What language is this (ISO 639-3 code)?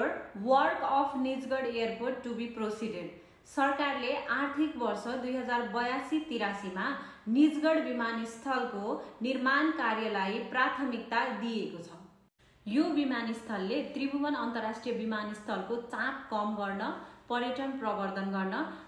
nep